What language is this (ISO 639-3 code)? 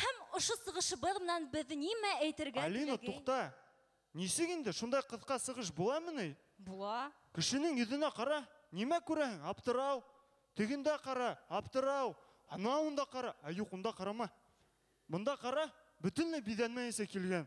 bak